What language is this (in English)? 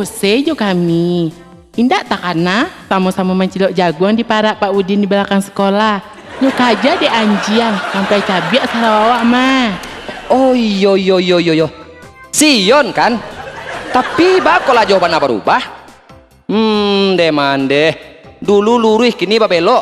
Minangkabau